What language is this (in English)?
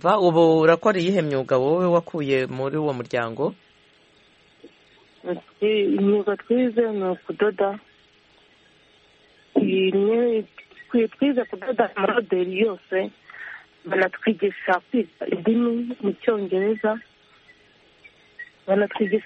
Kinyarwanda